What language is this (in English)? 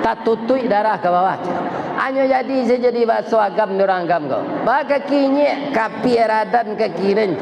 Minangkabau